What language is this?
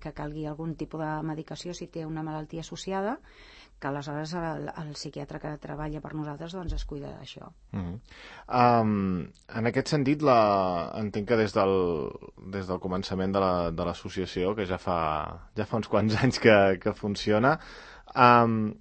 Catalan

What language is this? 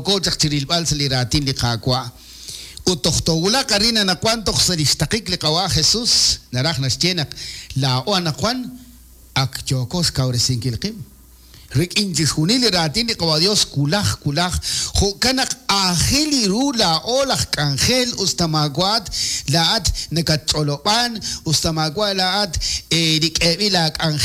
Kekchí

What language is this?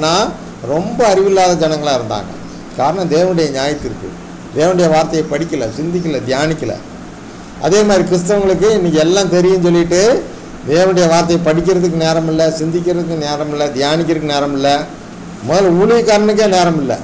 Tamil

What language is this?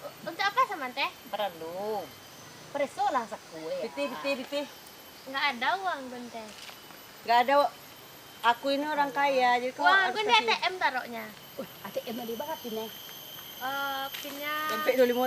Minangkabau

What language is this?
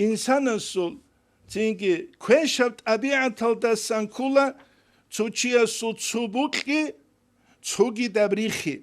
Avaric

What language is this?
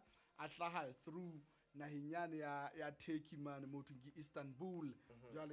Southern Sotho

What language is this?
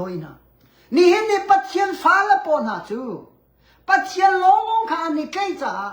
Hakha Chin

